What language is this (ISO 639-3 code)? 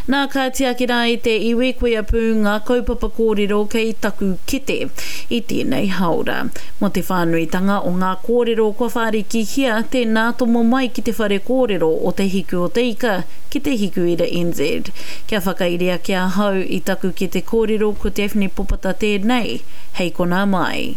mri